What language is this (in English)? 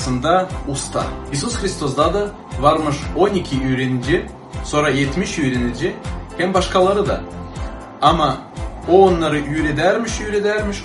Gagauz